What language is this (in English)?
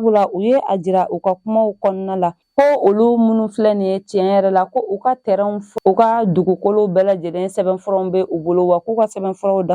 Bambara